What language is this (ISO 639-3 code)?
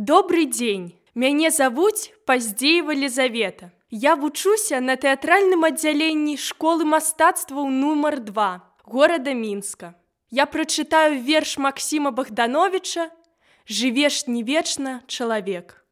bel